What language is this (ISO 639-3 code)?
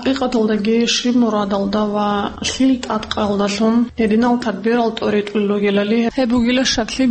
ava